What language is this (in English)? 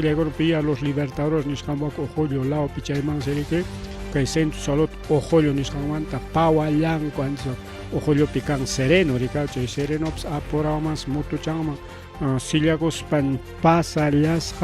Ayacucho Quechua